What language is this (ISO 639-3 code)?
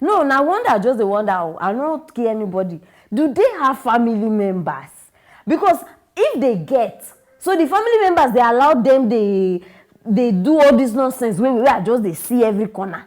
pcm